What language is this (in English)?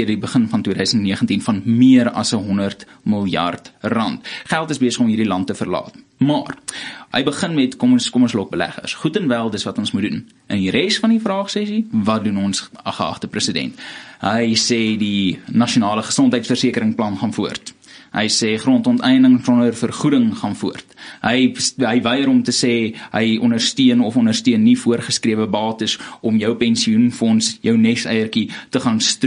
Afrikaans